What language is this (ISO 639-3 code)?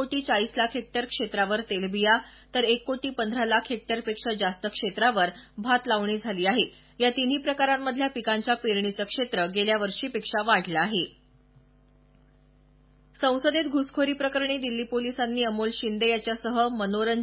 mar